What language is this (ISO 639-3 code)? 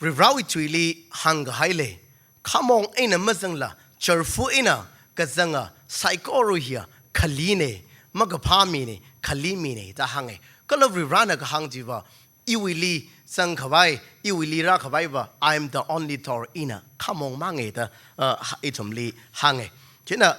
nmf